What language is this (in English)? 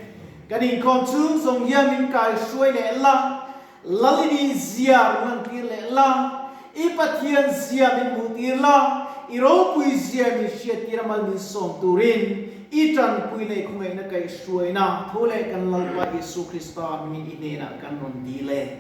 Mizo